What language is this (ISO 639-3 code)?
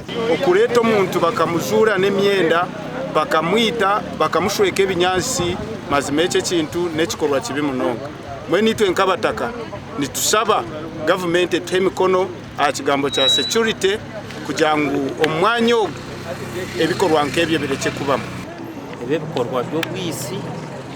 nyn